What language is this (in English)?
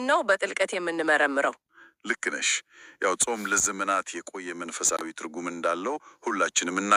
Amharic